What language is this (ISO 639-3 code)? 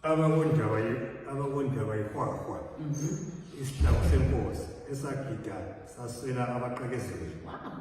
nde